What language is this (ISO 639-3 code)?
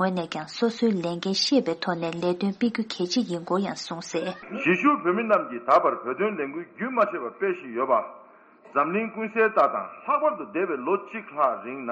bod